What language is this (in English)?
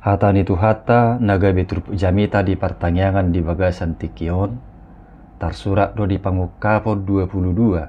Batak Toba